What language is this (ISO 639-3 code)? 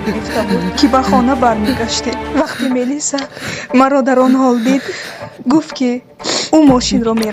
tgk